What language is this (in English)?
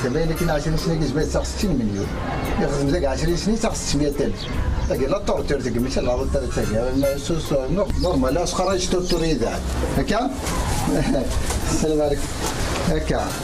Algerian Arabic